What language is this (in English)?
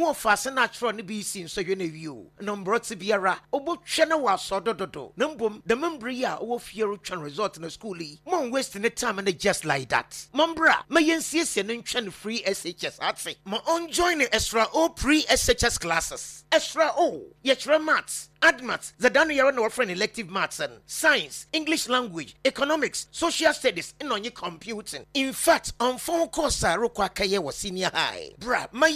Akan